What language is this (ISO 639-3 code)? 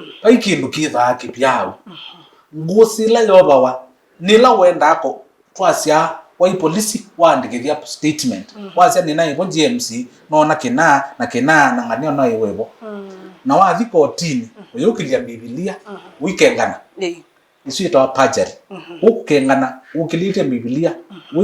kam